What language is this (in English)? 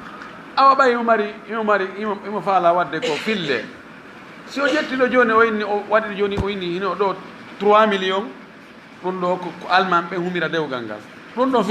Fula